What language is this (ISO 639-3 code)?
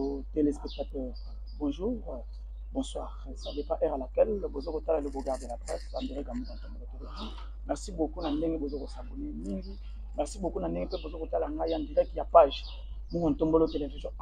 lin